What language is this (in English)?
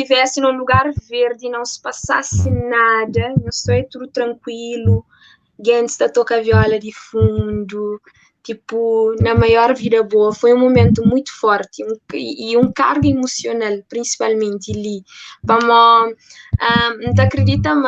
Kabuverdianu